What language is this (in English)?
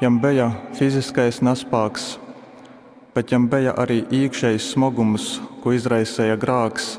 Latgalian